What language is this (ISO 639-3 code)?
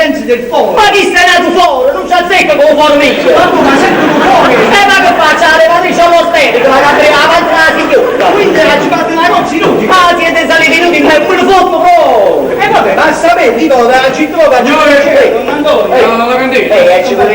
nap